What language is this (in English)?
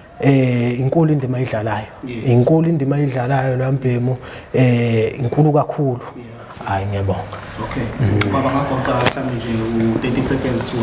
Zulu